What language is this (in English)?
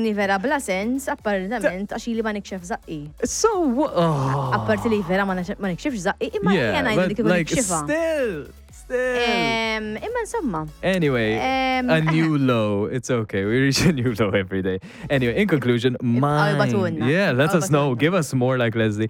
Maltese